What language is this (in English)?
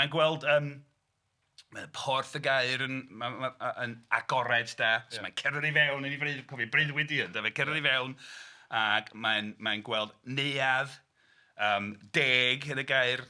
Welsh